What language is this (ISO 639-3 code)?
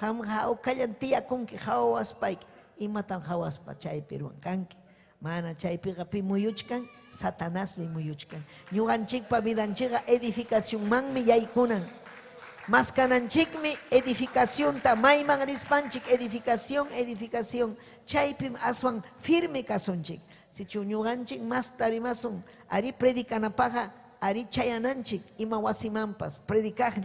quy